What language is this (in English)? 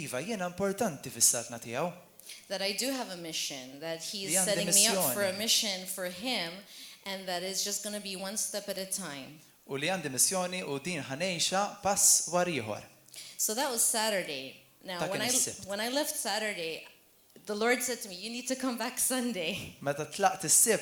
Maltese